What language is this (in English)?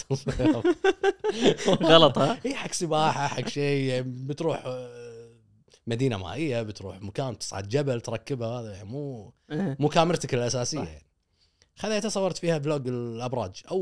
Gulf Arabic